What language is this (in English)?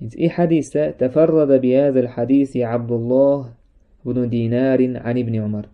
Chechen